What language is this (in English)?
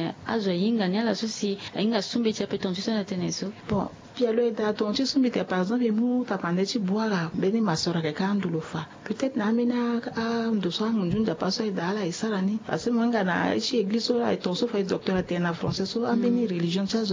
Sango